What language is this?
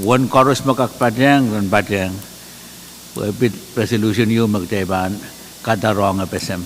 Pohnpeian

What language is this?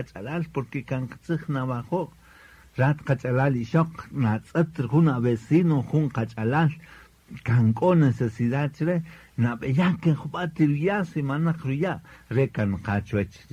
Kaqchikel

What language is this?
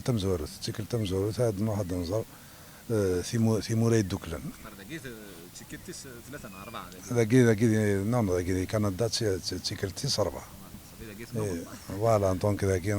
Kabyle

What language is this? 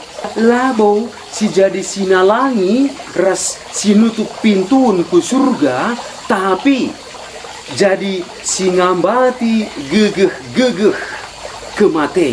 Batak Karo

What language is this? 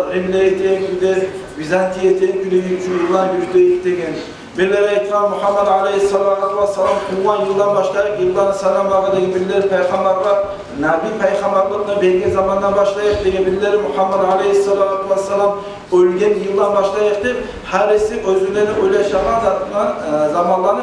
Kumyk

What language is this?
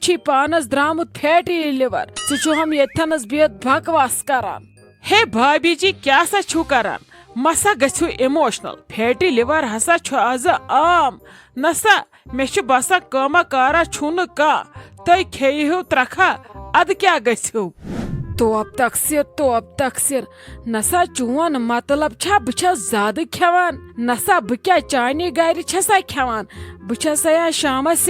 Kashmiri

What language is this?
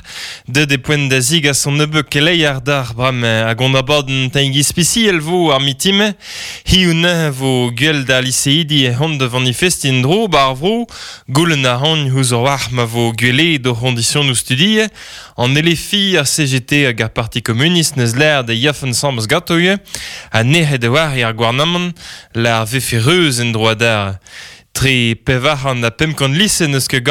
Breton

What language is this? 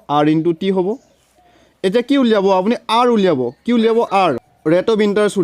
Assamese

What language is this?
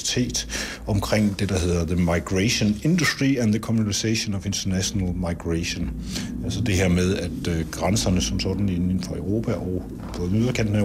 Danish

